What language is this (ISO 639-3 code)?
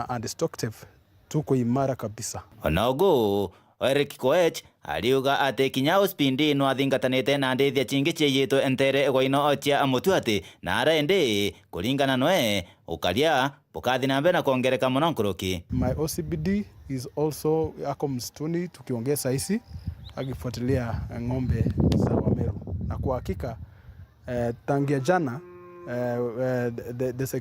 mer